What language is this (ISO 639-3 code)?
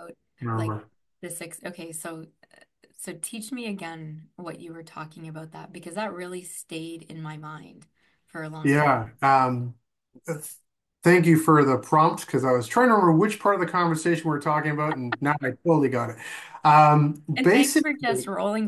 eng